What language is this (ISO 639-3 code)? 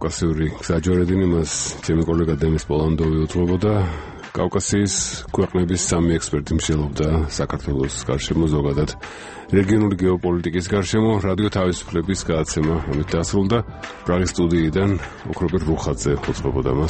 kat